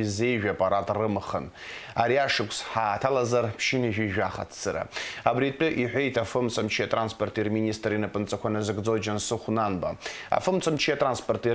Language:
Abkhazian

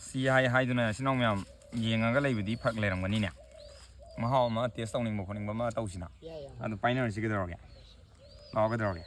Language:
Manipuri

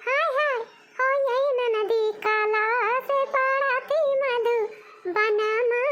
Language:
Awadhi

